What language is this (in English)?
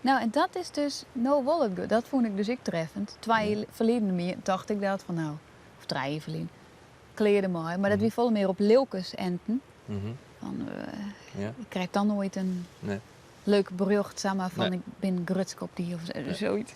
Western Frisian